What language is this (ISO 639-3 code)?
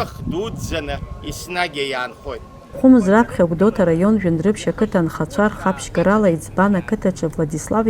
abk